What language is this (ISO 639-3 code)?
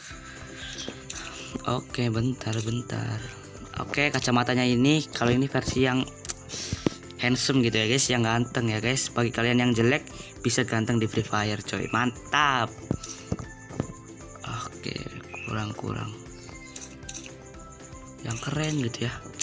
ind